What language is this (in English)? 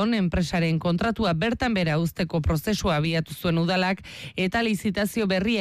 Basque